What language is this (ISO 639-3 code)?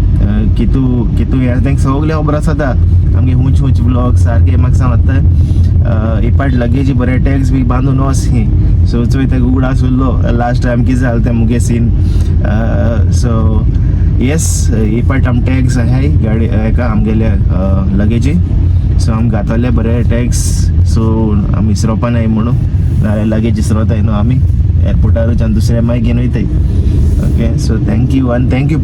kok